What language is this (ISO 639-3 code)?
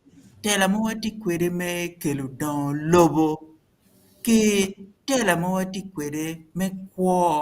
ach